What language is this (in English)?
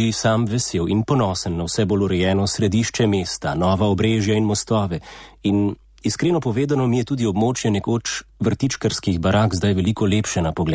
Slovenian